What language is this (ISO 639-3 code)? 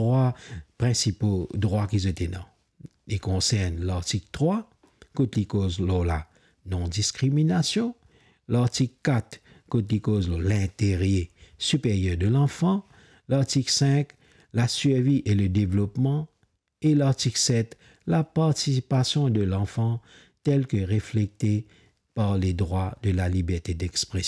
mfe